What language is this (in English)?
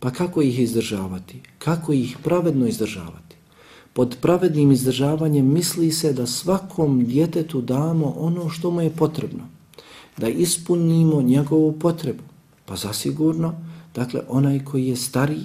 Bosnian